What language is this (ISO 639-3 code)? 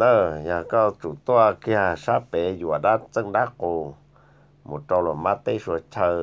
hmn